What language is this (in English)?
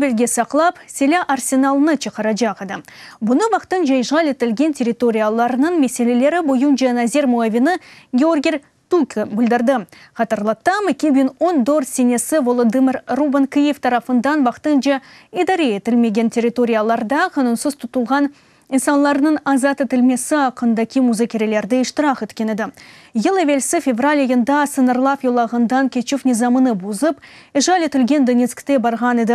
Crimean Tatar